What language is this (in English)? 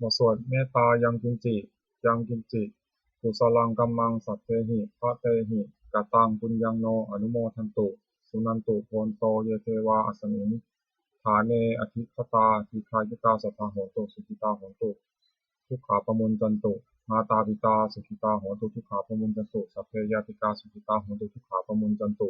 Pali